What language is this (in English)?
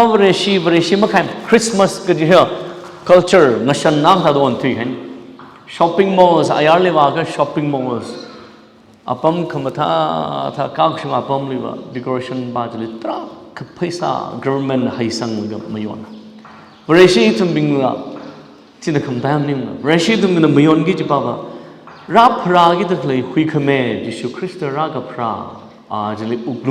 Tangkhul Naga (India)